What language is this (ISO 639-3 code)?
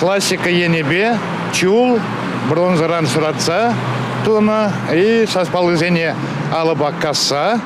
chv